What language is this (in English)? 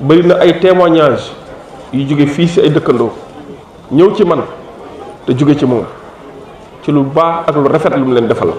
Wolof